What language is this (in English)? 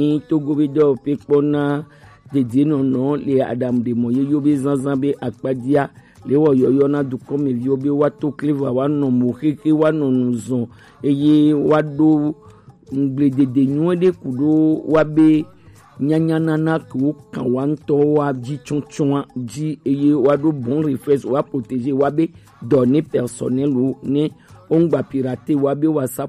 Gen